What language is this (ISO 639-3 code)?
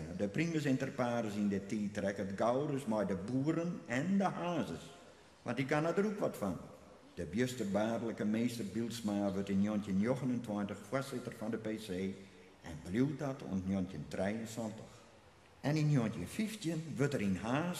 fry